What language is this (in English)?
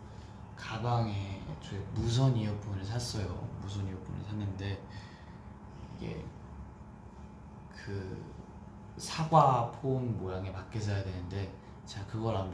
Korean